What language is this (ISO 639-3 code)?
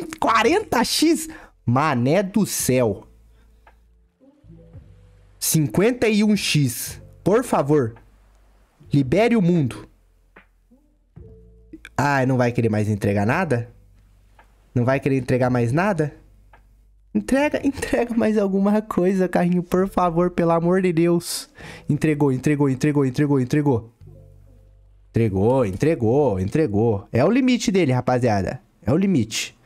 por